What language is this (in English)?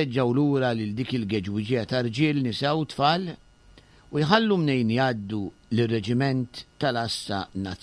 Maltese